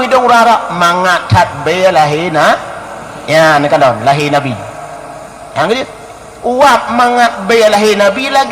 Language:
Achinese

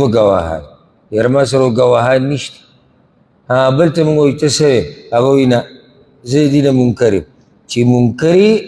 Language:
Pashto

